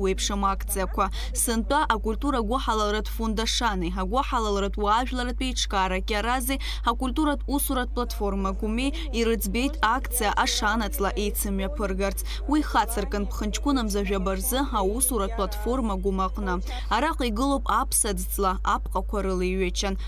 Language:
Abkhazian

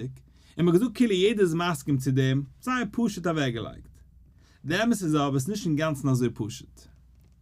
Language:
Yiddish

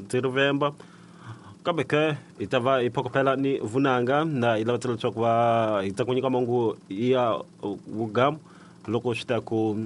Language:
Tsonga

